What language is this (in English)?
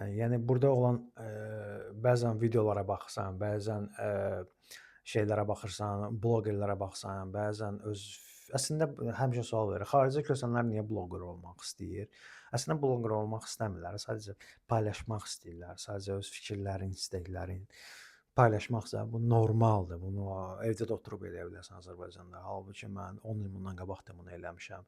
Azerbaijani